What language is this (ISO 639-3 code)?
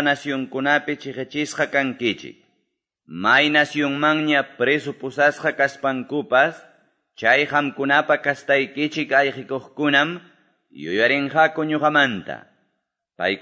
que